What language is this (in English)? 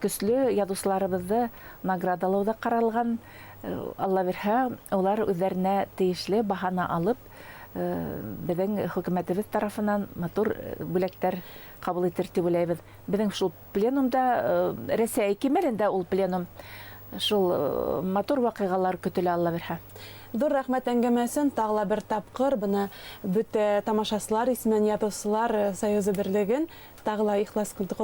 Bashkir